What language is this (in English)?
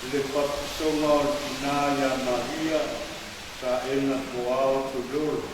Samoan